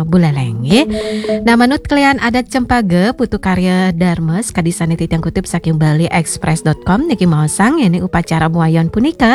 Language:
Balinese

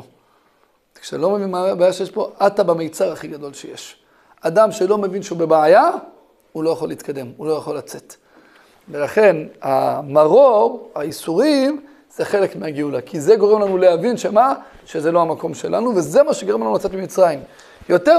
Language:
Hebrew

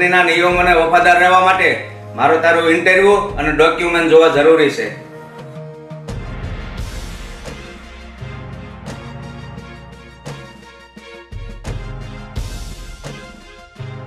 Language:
Gujarati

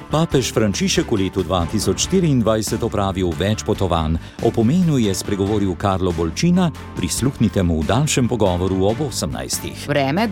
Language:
Slovenian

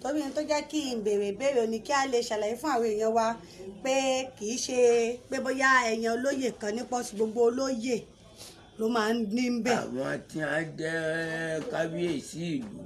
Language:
Yoruba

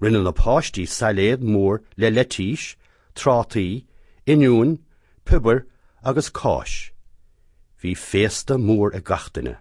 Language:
Irish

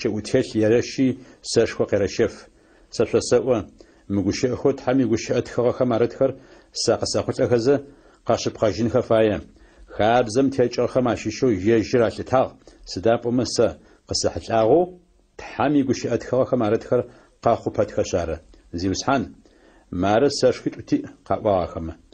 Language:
Adyghe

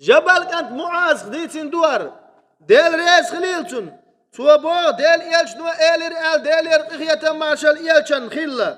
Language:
Chechen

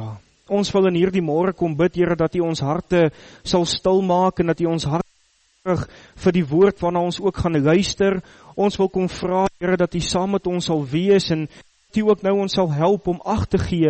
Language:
Afrikaans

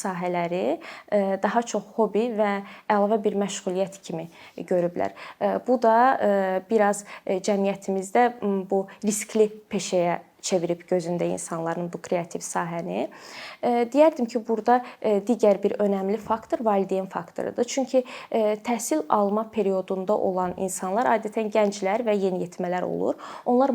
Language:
Azerbaijani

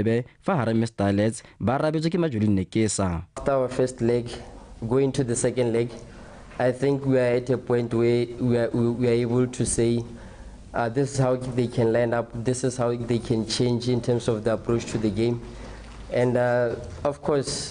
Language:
Tswana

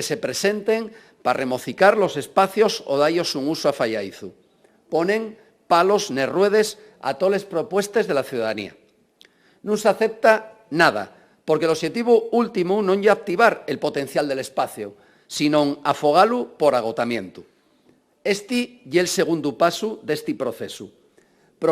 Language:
Asturian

